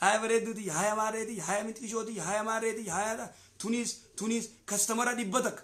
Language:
Oromo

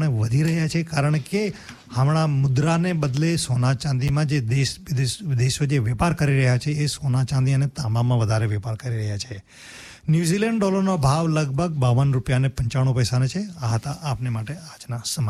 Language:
Gujarati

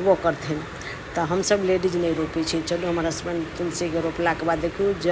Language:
Maithili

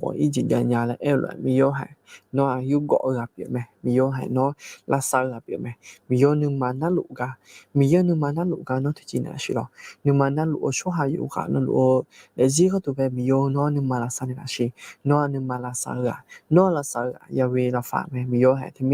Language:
Akha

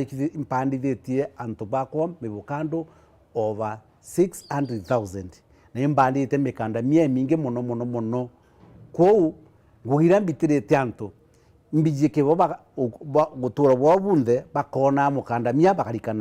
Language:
Meru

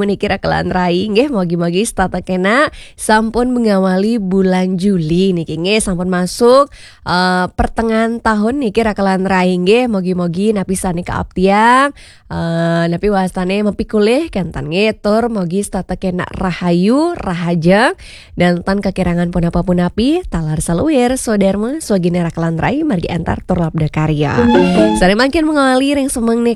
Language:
Balinese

